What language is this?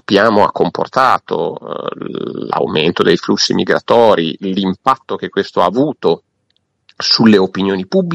Italian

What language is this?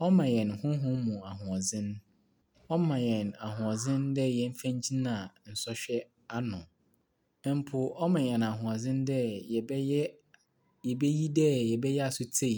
Akan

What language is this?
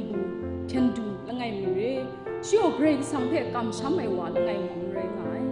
Kachin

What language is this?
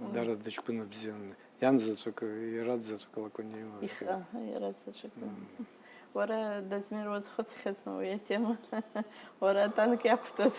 Abkhazian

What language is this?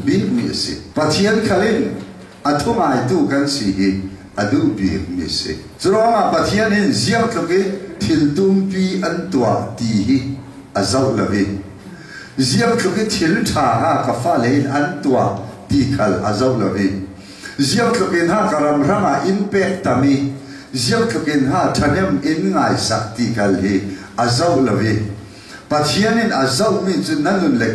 Falam Chin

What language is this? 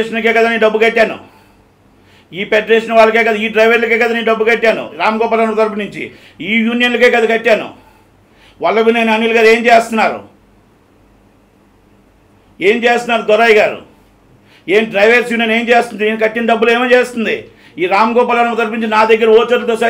Telugu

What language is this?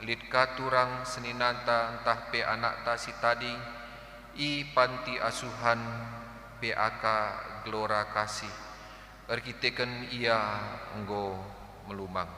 Batak Karo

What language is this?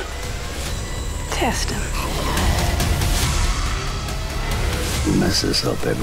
English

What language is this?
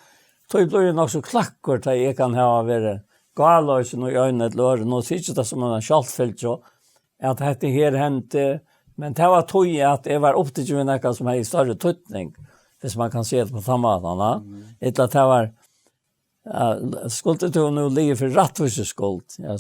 Faroese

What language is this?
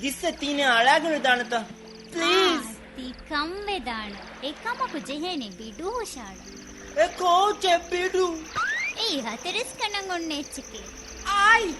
Divehi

